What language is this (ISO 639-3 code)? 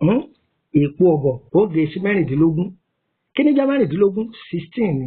yor